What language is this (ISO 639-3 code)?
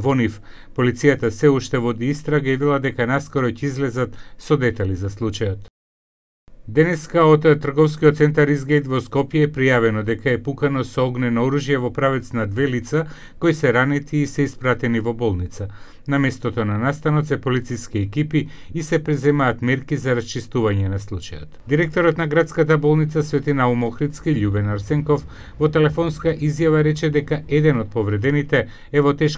mkd